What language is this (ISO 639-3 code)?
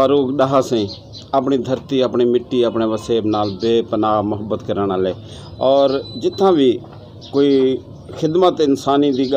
skr